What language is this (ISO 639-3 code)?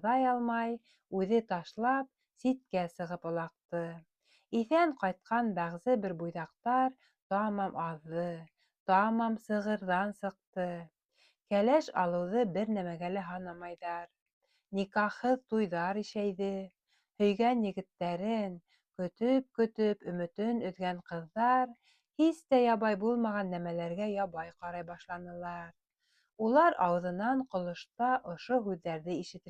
bak